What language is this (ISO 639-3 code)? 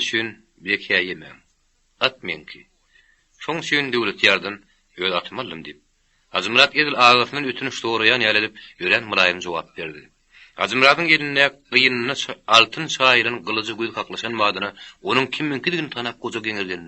tuk